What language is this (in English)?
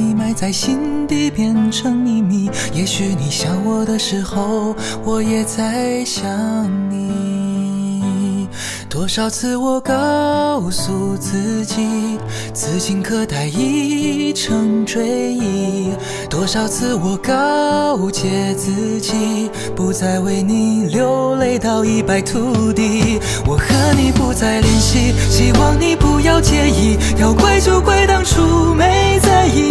Chinese